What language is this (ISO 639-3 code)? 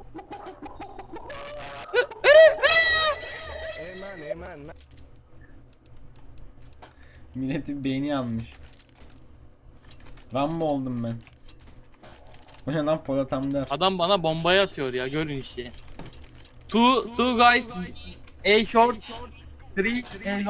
tur